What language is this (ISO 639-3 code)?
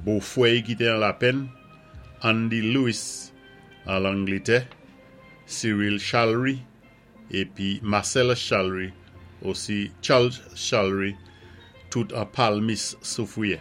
acf